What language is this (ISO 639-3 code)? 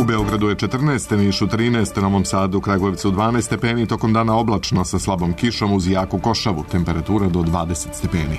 srp